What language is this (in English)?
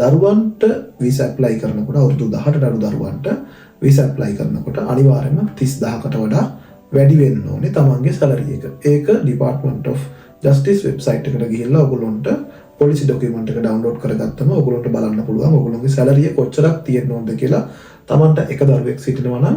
Sinhala